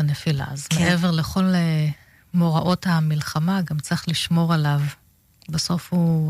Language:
Hebrew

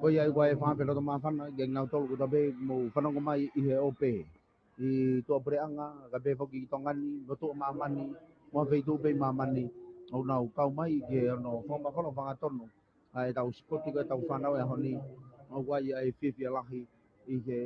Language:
Tongan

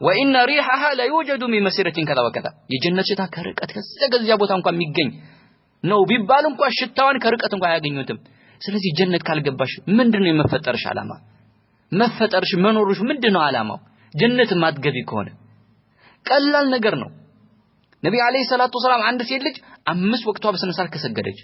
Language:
Amharic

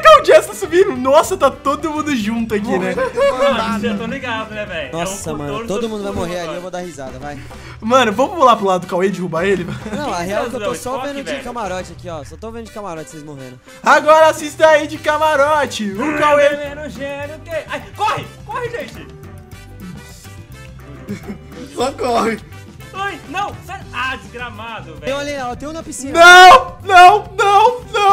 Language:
Portuguese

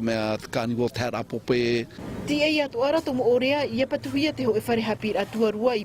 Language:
Tahitian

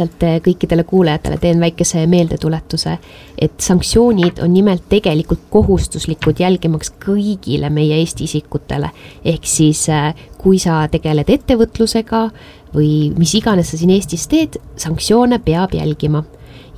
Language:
Estonian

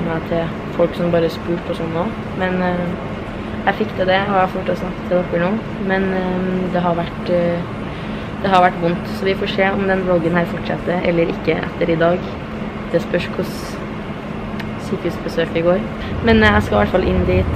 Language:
Norwegian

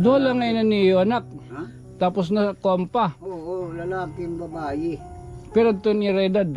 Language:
Waray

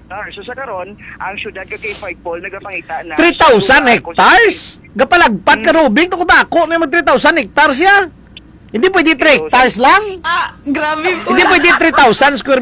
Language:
Hiligaynon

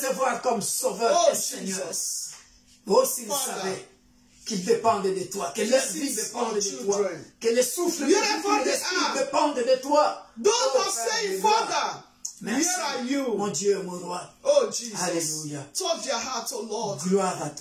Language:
French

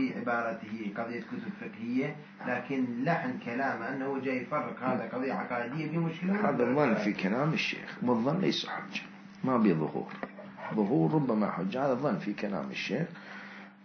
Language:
Mesopotamian Arabic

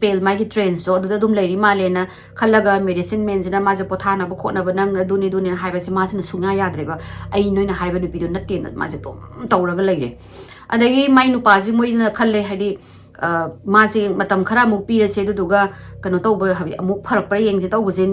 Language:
Manipuri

